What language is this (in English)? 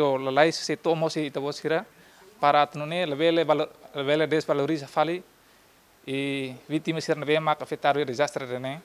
Tetum